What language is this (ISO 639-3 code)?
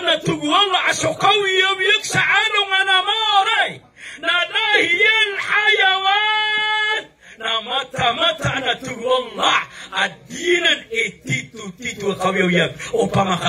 mrw